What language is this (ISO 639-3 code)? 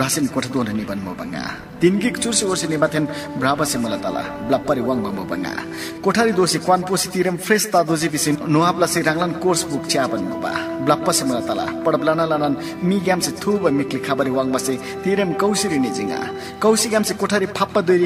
taj